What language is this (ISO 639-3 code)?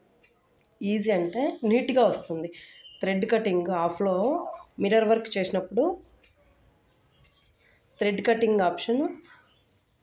tel